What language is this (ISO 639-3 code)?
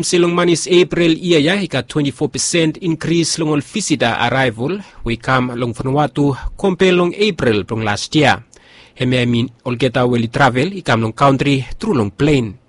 bis